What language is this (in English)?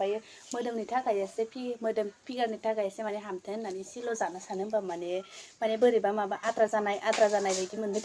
Bodo